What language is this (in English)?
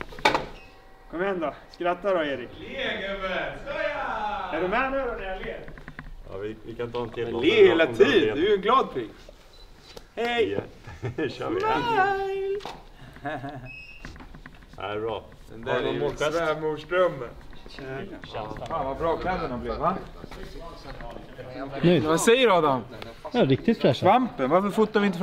Swedish